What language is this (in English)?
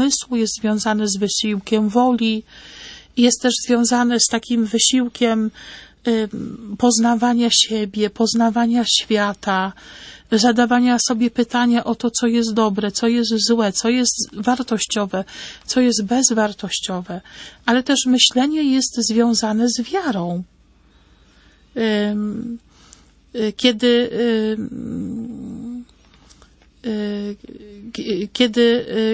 Polish